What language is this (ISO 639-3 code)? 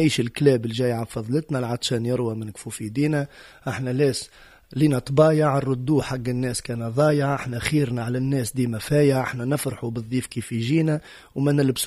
aeb